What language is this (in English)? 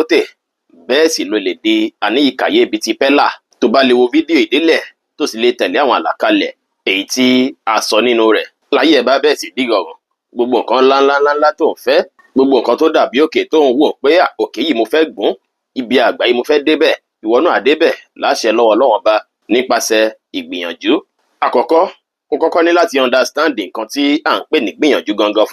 Yoruba